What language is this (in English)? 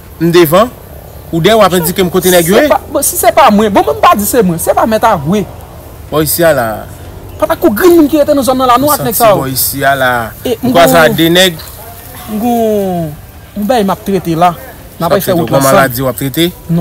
Haitian Creole